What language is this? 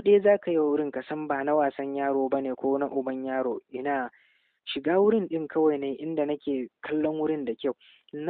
Hausa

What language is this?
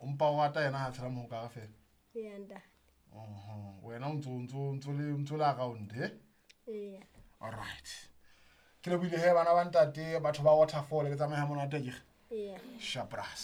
Southern Sotho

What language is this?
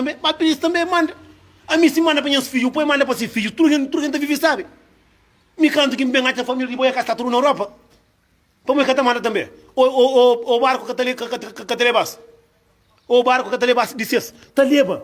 Kabuverdianu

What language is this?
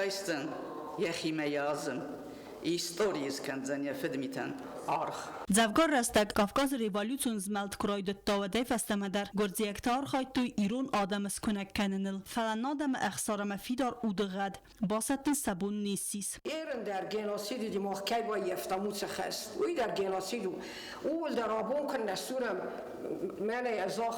Ossetic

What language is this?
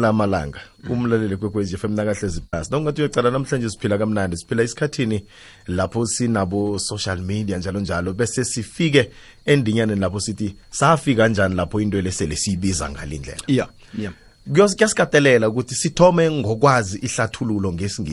South Ndebele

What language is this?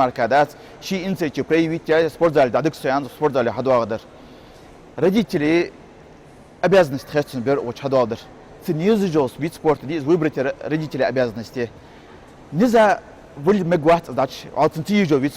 Ingush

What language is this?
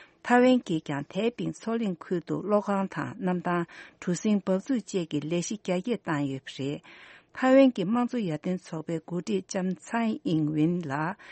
Tibetan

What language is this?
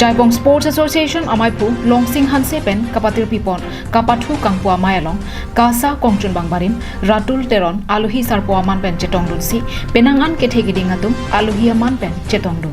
Karbi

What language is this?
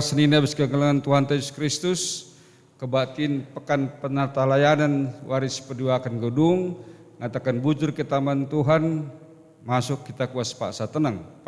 Batak Karo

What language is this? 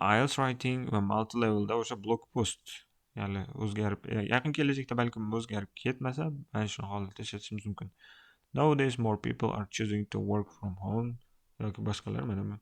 Uzbek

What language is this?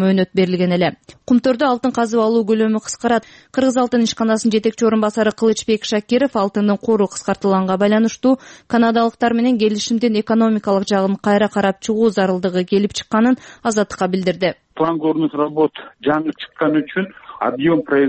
Kyrgyz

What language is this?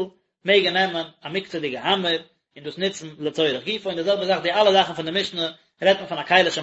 Yiddish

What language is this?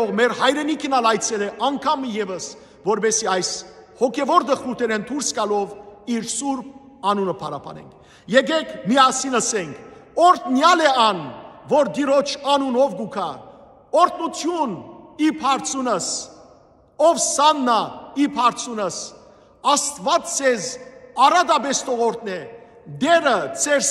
Western Armenian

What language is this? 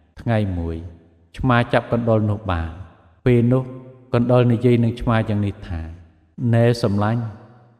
Khmer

